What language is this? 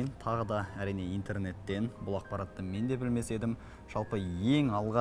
Kazakh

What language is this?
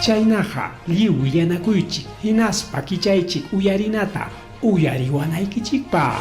Ayacucho Quechua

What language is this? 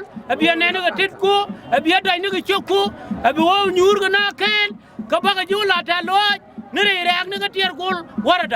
Nuer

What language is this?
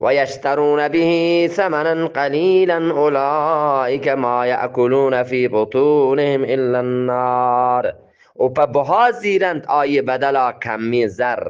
Eastern Balochi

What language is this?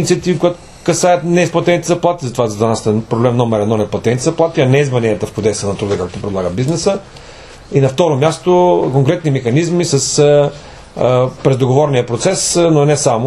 Bulgarian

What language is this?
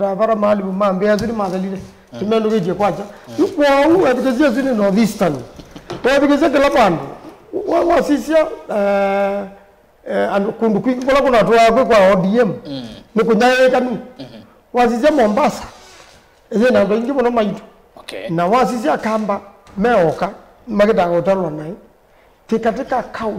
Kamba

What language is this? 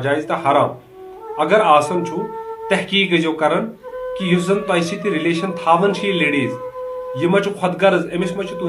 Kashmiri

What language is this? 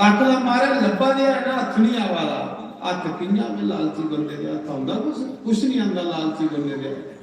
Dogri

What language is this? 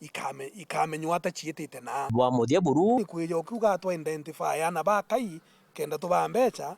Meru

